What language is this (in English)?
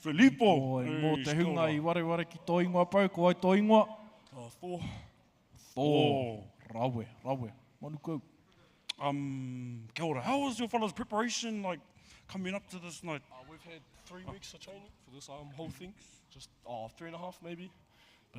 Māori